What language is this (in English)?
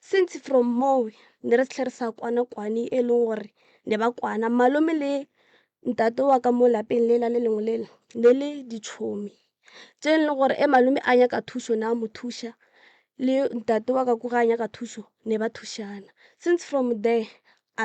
Northern Sotho